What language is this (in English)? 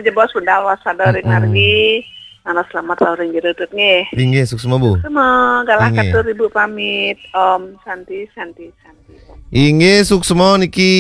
Balinese